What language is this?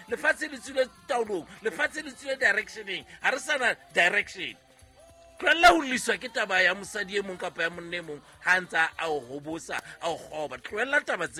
Southern Sotho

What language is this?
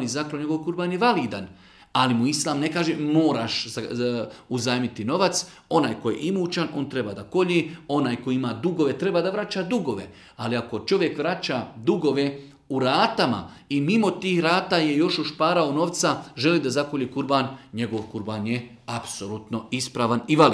Bosnian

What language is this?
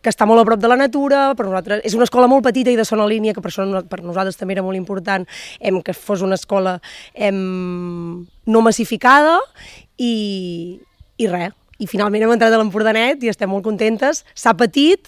Catalan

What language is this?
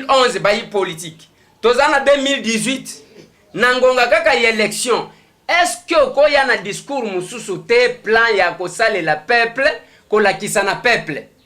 Lingala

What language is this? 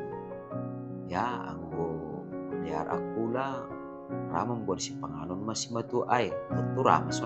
Batak Simalungun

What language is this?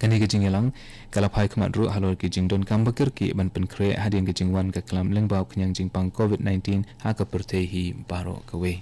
Khasi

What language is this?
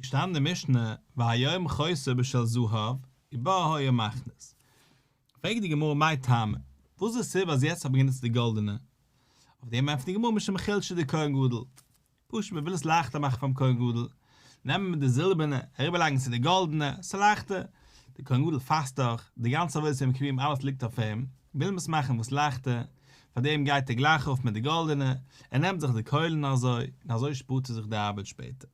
Yiddish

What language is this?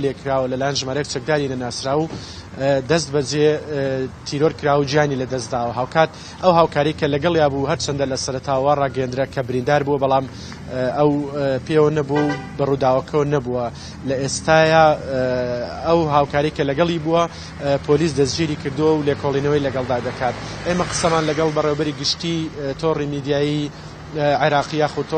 Central Kurdish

